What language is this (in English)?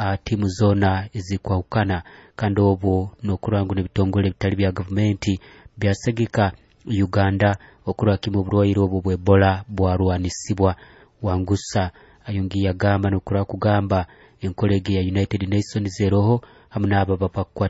Nyoro